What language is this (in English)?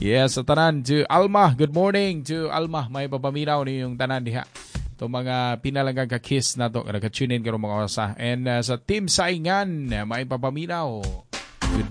Cebuano